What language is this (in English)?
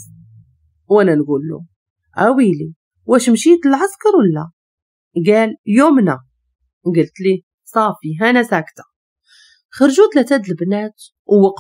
Moroccan Arabic